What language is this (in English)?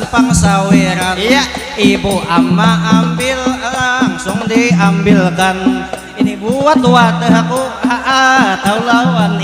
Banjar